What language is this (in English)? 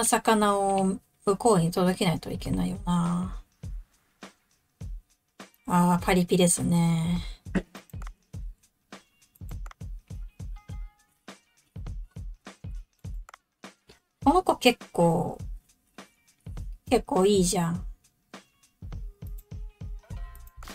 Japanese